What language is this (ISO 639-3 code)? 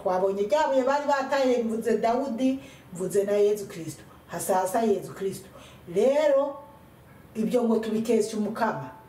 run